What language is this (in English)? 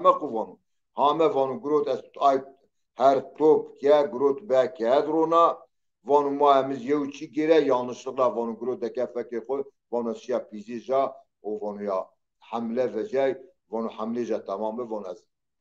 Zaza